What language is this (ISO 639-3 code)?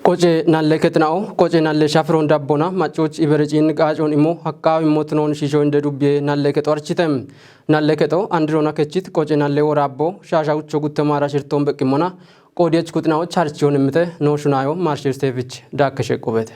kbr